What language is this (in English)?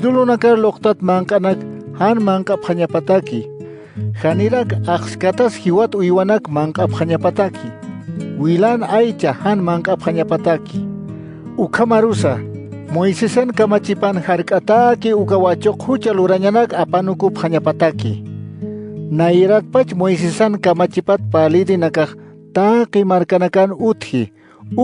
Aymara